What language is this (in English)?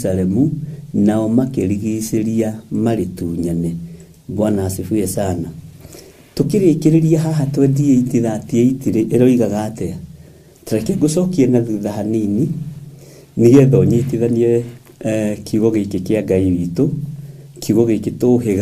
Kikuyu